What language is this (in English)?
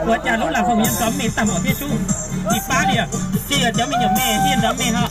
Hmong